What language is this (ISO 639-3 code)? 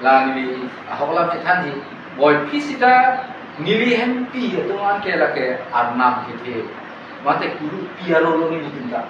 mjw